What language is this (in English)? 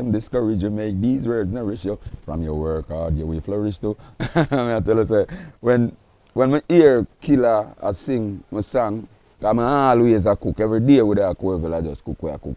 Jamaican Creole English